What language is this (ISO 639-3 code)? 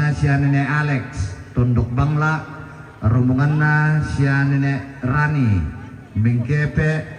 sda